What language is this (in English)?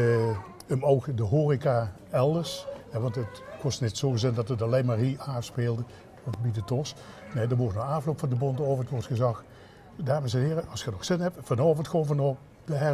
Limburgish